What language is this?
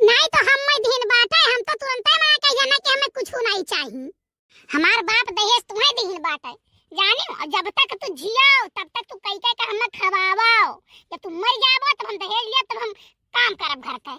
Awadhi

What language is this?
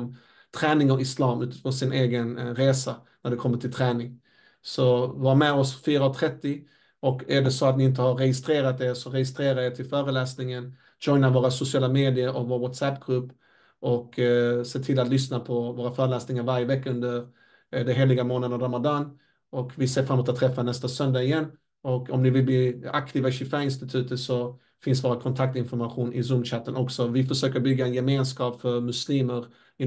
Swedish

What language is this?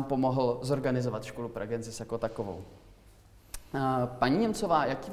Czech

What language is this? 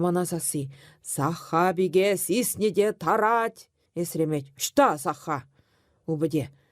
Chuvash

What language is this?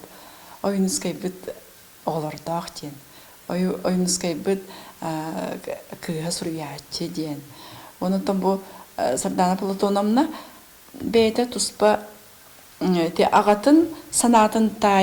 Yakut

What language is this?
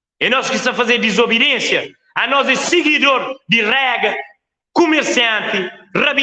Kabuverdianu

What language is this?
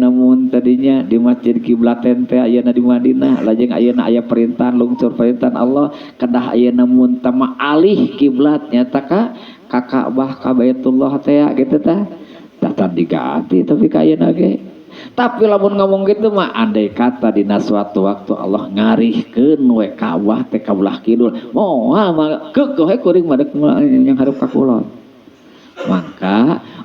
Sundanese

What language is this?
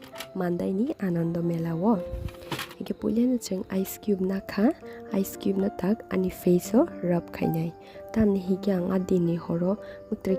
Kok Borok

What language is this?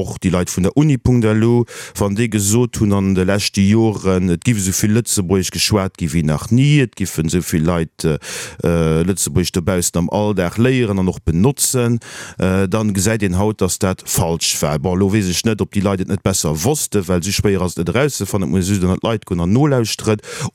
Luxembourgish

